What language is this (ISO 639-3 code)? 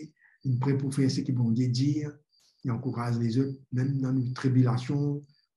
mfe